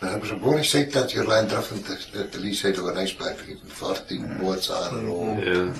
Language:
Scots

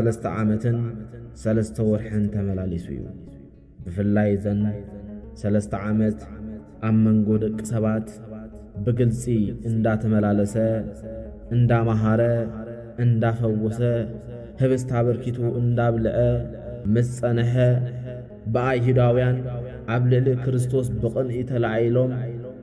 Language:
Tigrinya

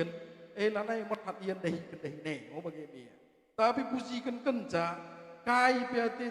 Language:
Batak Karo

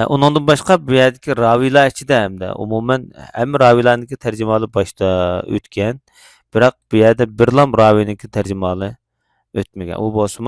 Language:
Uyghur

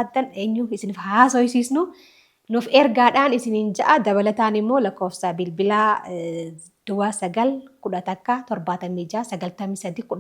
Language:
Oromo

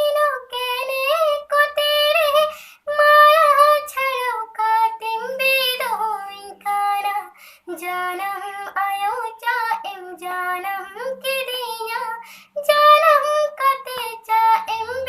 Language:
Santali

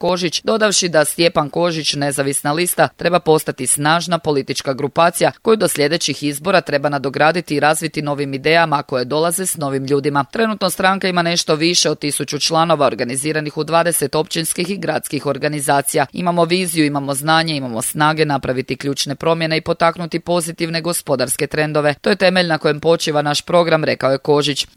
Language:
Croatian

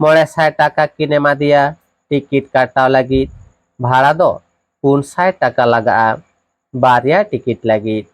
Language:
Santali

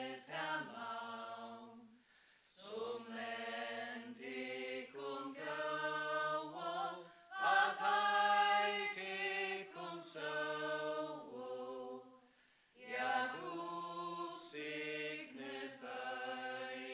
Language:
Faroese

